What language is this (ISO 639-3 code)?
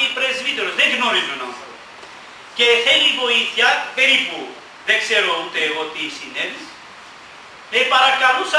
ell